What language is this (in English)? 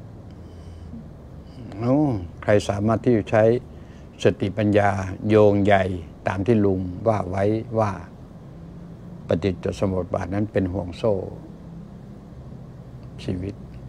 Thai